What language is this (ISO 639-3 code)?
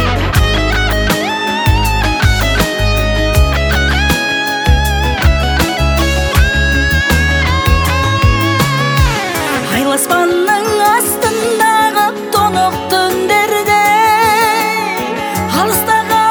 kaz